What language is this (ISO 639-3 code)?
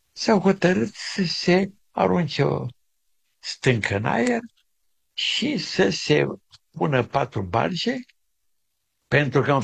ron